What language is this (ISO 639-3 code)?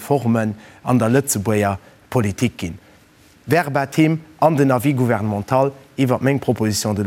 ltz